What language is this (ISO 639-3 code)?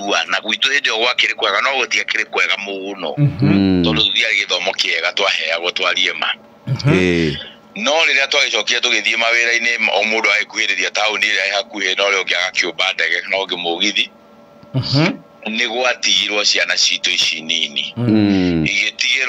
kik